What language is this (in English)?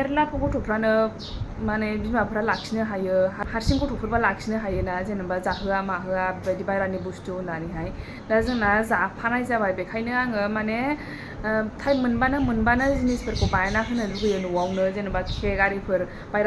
Bodo